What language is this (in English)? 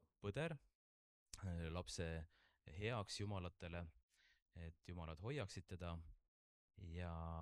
Estonian